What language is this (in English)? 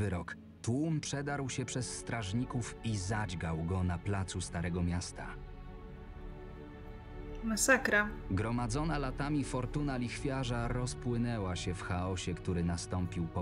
Polish